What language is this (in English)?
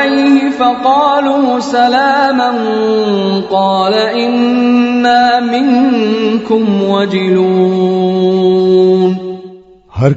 Pashto